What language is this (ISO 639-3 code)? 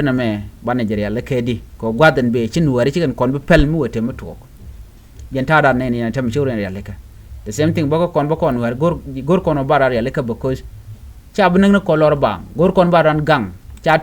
nus